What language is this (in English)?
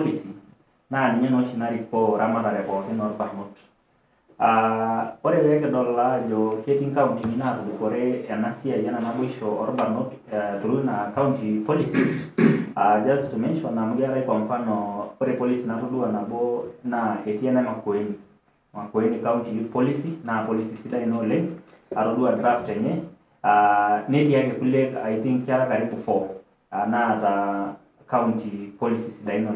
Masai